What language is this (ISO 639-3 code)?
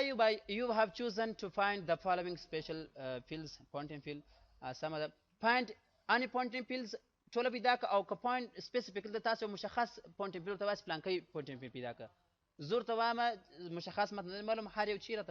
pus